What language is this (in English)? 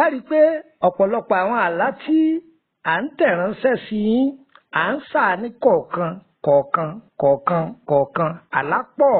Yoruba